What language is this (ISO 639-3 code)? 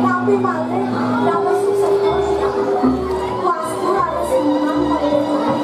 ban